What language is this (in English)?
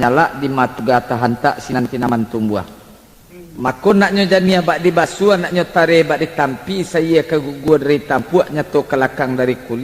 Minangkabau